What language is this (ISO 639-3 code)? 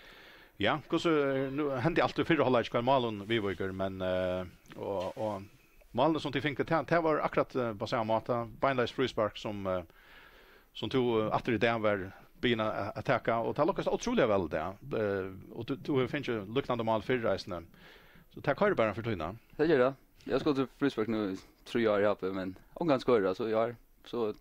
fao